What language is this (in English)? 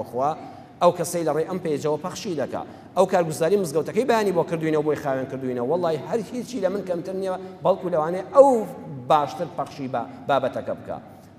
Central Kurdish